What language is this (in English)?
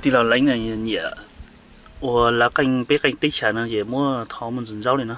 Hmong